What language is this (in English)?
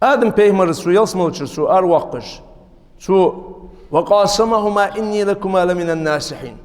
Ingush